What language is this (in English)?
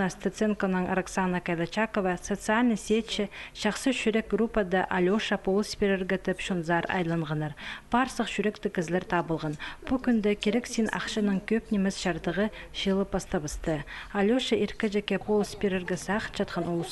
Khakas